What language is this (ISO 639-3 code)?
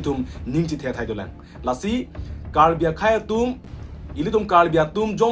mjw